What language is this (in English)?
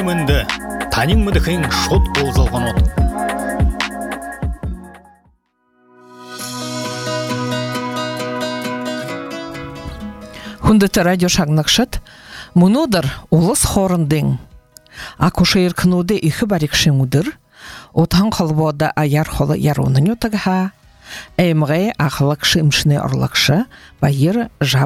Buriat